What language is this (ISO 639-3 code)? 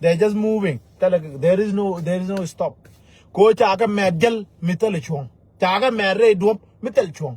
nus